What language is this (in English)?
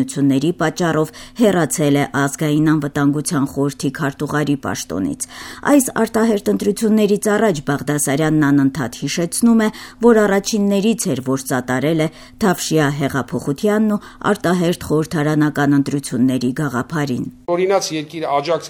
Armenian